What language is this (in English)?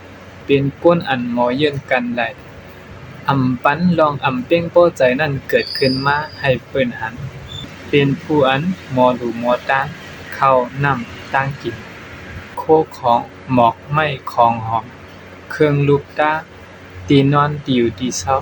Shan